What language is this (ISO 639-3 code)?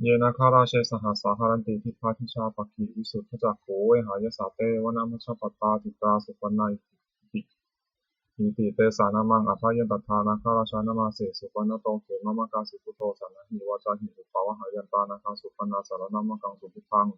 pli